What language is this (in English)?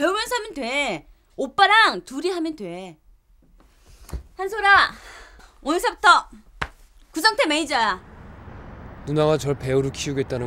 Korean